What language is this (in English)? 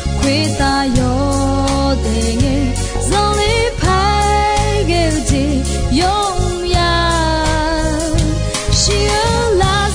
Akha